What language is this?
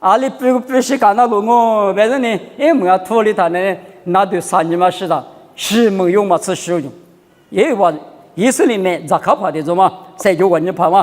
Lisu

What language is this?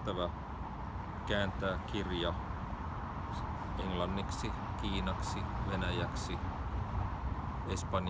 Finnish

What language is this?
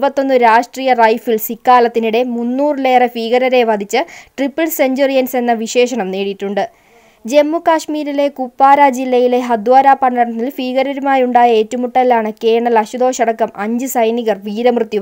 Malayalam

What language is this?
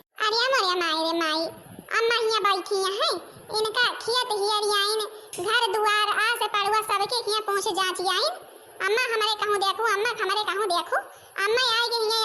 Awadhi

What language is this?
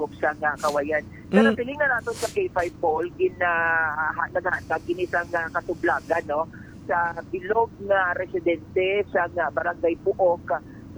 Hiligaynon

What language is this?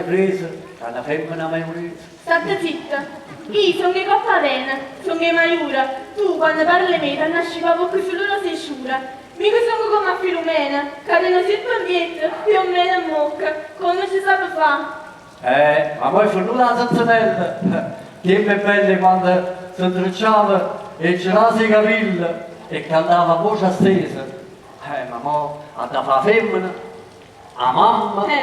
Neapolitan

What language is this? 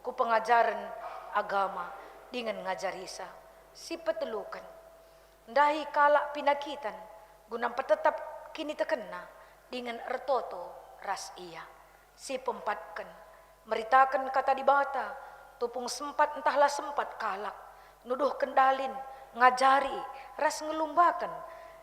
Batak Karo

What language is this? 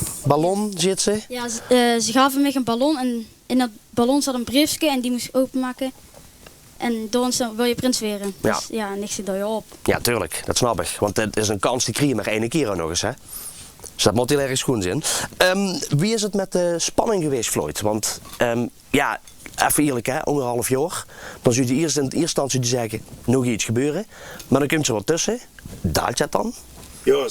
Limburgish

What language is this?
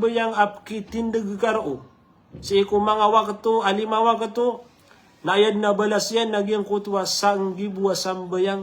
Maranao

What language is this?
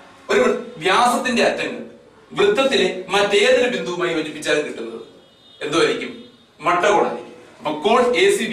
Malayalam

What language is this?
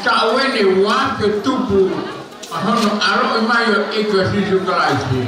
Tongan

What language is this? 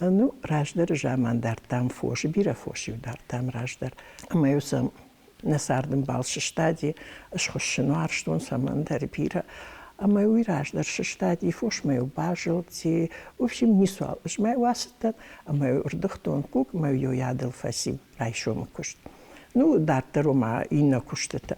Ossetic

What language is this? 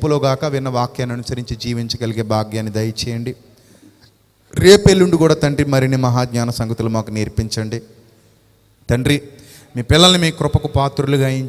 Telugu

